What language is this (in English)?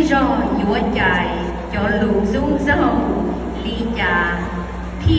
Hmong